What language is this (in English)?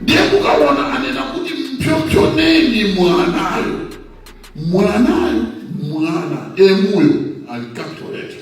Nyanja